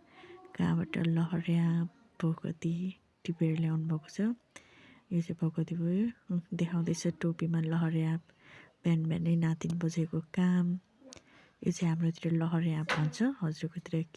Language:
Nepali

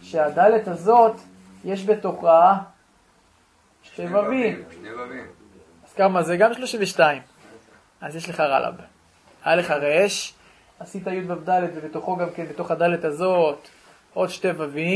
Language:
Hebrew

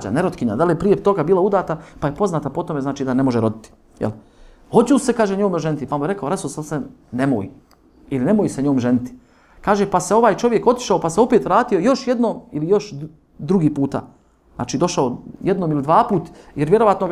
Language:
Bosnian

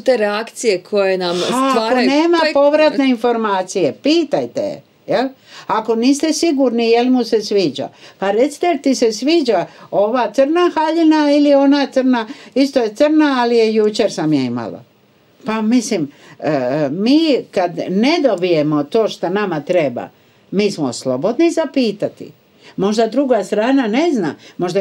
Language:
Croatian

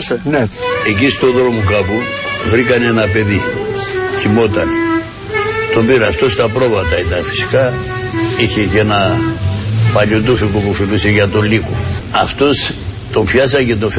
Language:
Greek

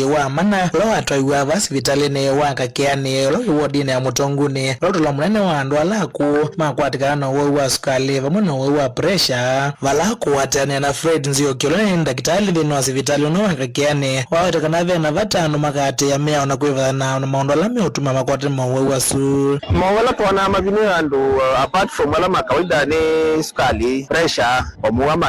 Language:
Kamba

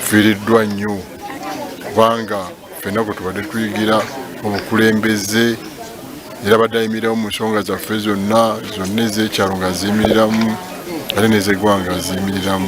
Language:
Ganda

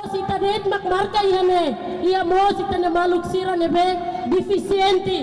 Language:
Tetum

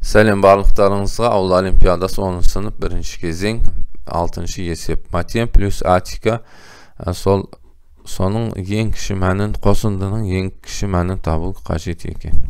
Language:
Kazakh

